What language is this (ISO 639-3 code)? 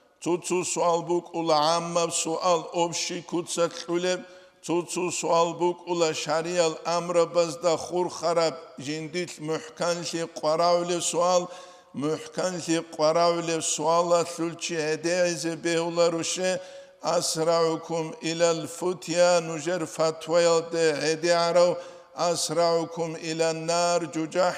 ava